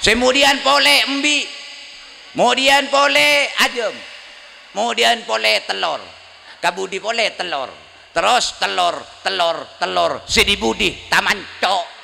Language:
Madurese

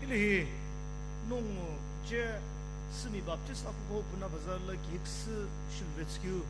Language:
Sumi Naga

